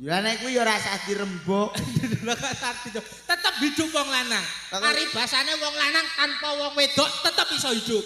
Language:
Javanese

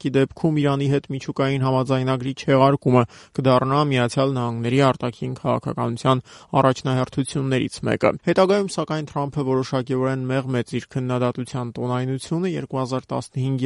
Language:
Armenian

